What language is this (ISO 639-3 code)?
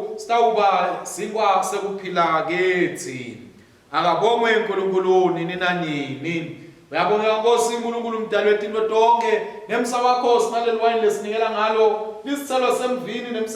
ssw